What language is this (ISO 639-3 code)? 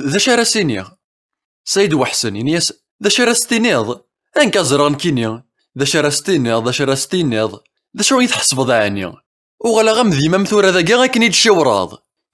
kab